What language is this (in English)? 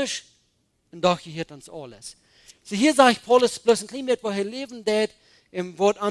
Plautdietsch